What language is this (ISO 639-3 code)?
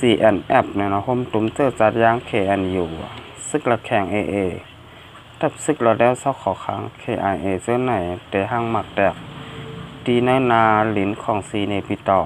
shn